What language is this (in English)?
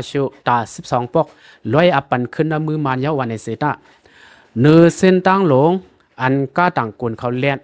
Shan